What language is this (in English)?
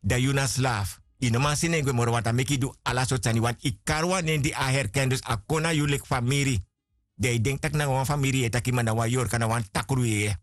Sranan Tongo